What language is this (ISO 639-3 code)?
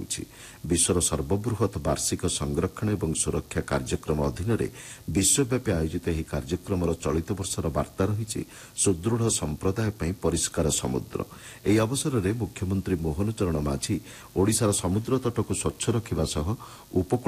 ori